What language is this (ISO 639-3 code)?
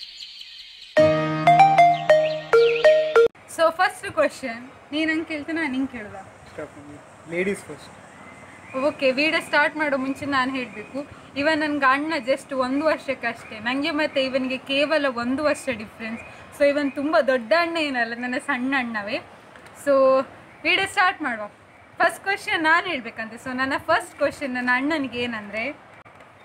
kan